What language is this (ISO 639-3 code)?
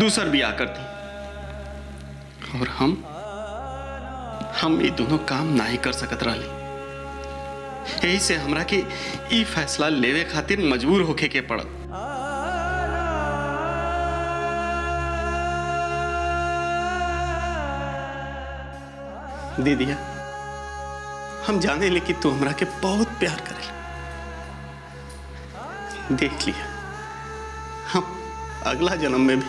bho